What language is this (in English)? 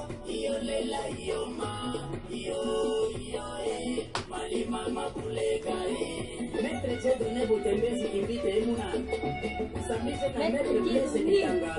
Lega-Shabunda